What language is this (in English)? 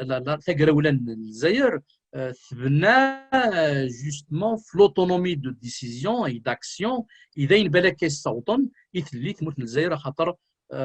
Kabyle